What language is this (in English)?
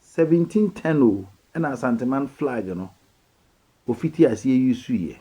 Akan